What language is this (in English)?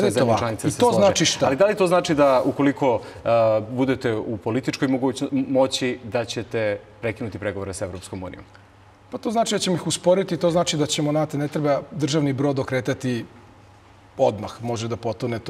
Serbian